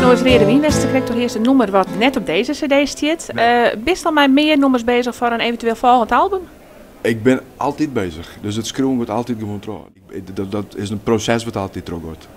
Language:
Western Frisian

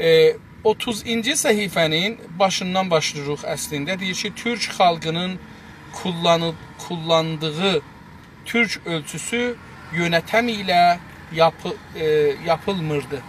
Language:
South Azerbaijani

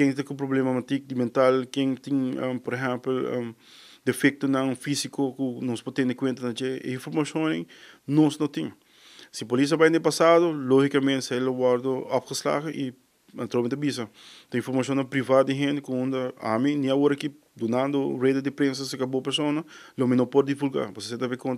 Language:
Papiamento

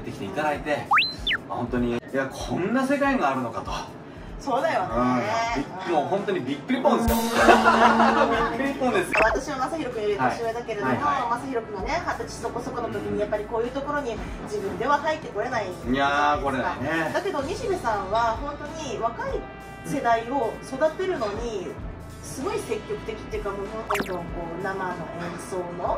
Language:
Japanese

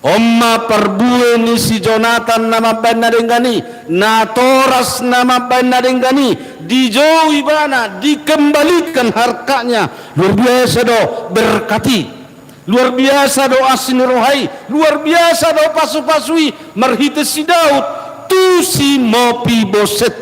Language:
Batak Toba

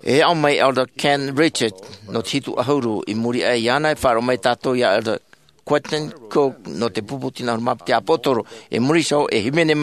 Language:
Tahitian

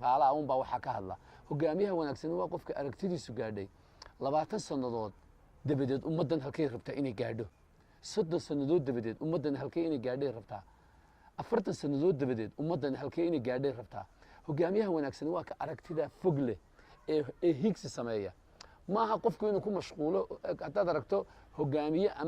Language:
Somali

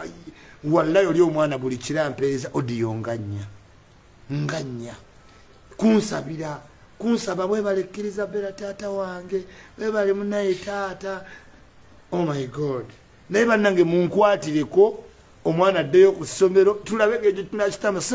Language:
Ganda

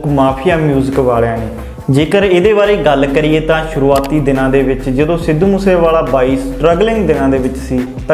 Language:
Punjabi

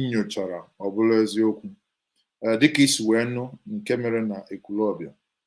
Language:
Igbo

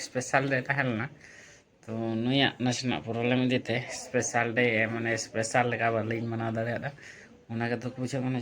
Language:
Santali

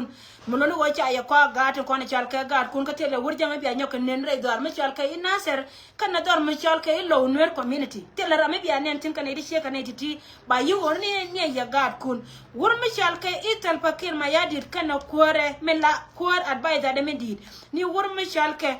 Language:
Nuer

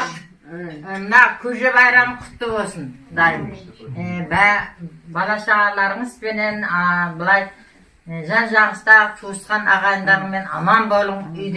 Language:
Kazakh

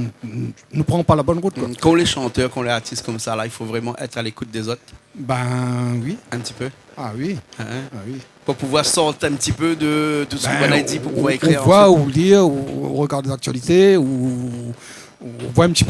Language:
Réunion Creole French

